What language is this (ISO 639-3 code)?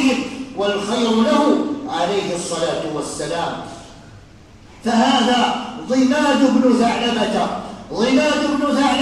ara